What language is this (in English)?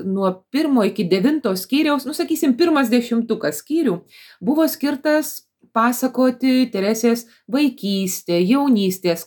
Lithuanian